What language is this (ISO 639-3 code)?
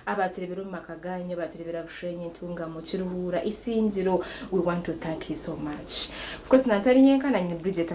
nyn